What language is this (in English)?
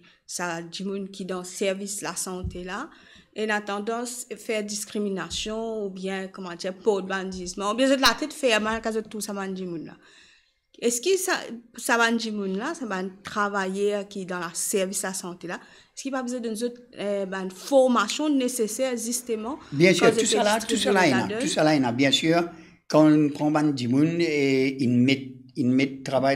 Morisyen